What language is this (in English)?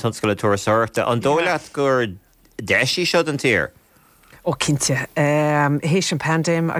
Irish